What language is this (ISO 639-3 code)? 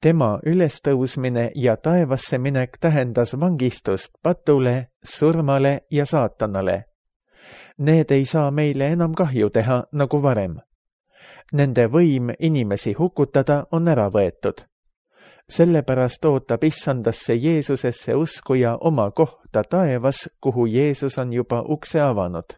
est